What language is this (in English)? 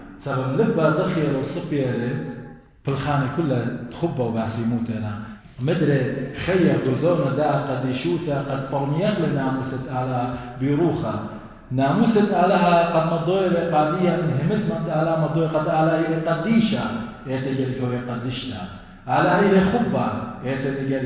Assyrian Neo-Aramaic